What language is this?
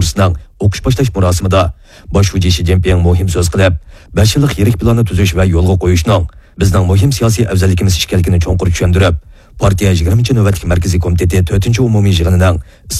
Uyghur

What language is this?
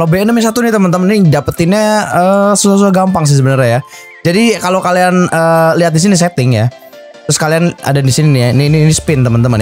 Indonesian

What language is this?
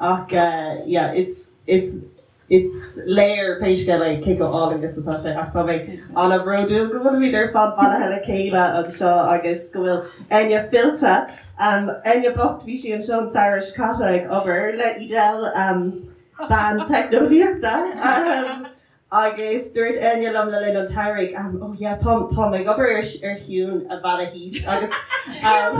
Irish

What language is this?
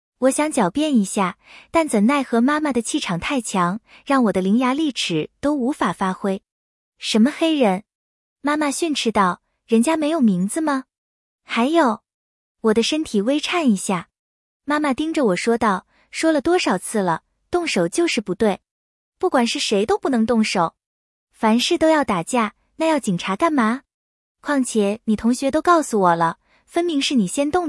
Chinese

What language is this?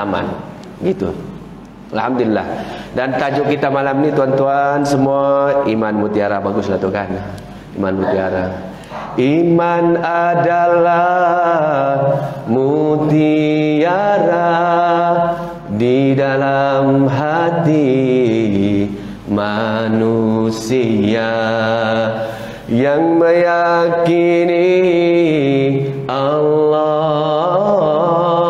Malay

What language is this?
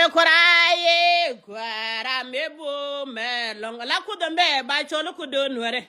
Nuer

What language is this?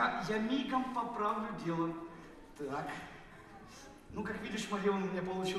Russian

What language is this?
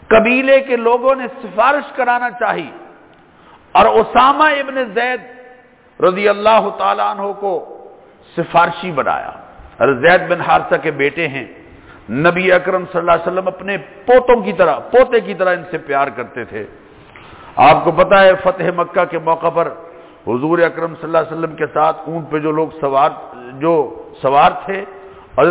Urdu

